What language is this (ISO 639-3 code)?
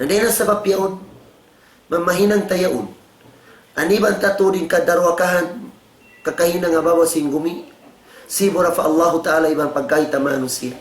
tsg